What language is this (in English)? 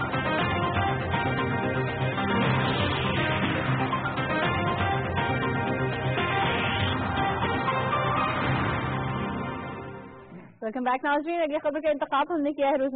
Urdu